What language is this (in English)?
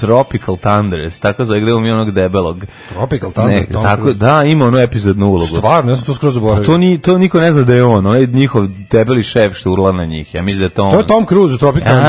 Serbian